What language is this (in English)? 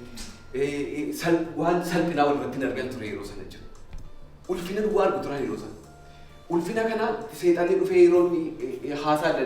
Oromo